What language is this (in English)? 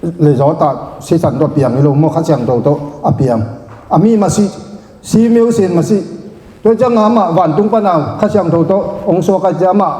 Tedim Chin